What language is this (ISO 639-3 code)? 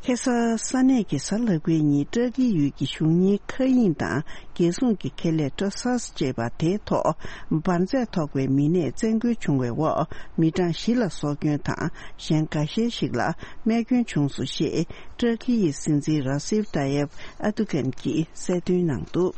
bod